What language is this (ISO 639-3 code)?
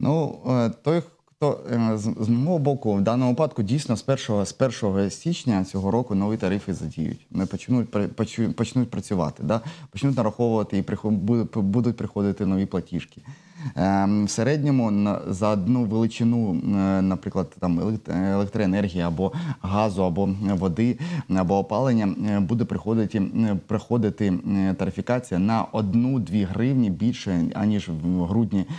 ukr